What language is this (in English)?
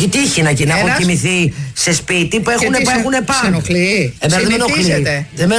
Greek